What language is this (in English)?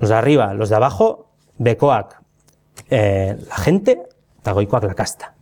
Basque